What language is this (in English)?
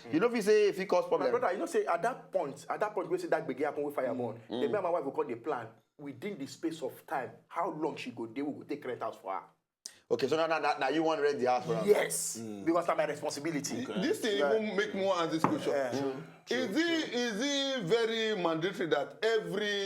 Nigerian Pidgin